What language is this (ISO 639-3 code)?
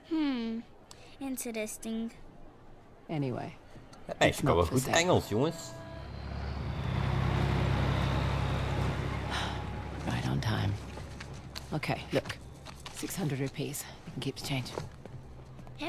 nld